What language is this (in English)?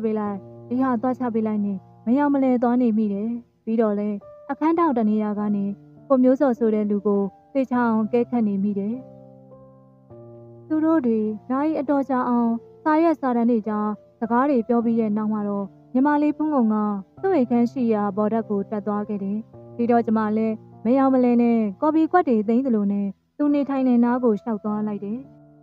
Burmese